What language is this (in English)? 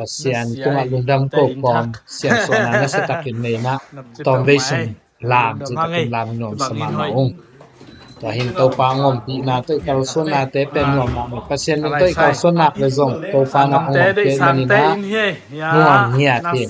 Tedim Chin